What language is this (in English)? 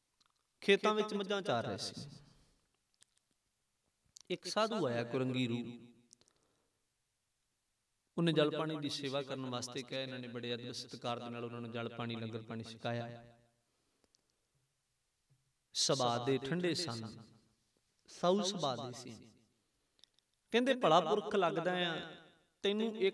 Punjabi